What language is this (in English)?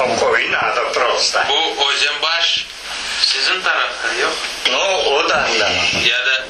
Crimean Tatar